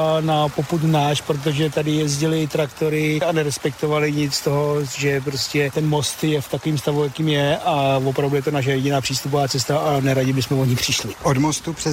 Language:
Czech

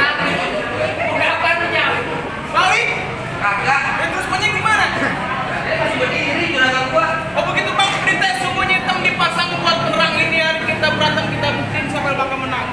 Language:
Betawi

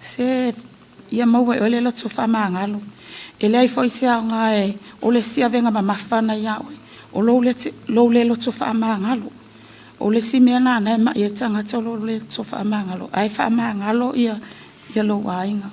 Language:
Samoan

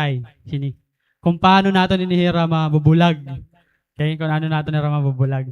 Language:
Waray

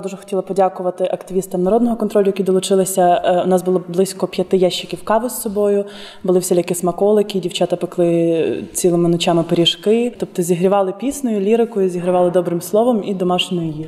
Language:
Ukrainian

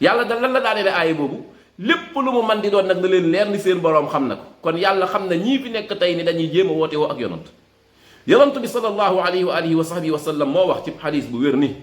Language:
Wolof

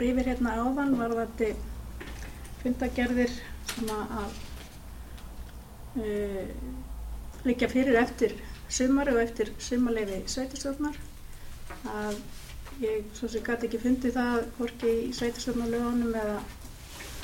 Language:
Icelandic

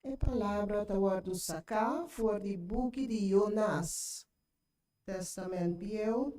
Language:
Papiamento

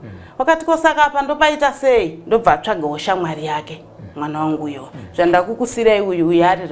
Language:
Shona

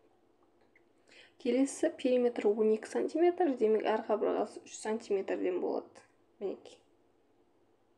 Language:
Kazakh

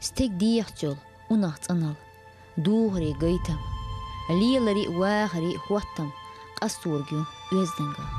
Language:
Chechen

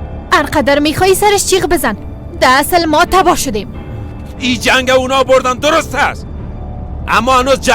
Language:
Persian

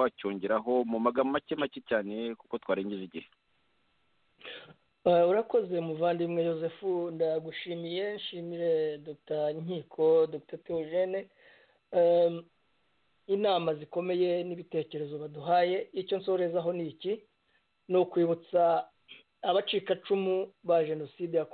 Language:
Kinyarwanda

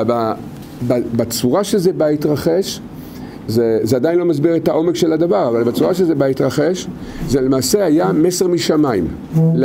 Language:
Hebrew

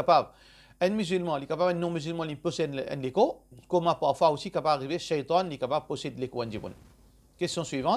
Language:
Morisyen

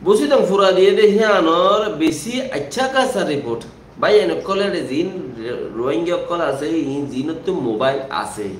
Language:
Rohingya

